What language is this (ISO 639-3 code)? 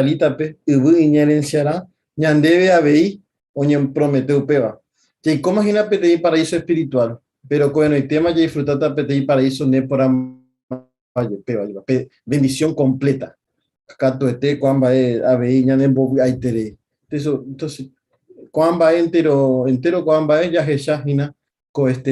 grn